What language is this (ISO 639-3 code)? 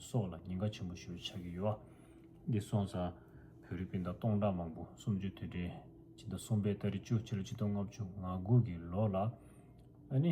bod